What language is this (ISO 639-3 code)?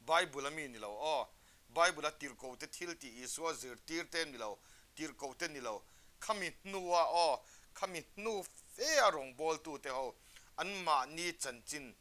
lus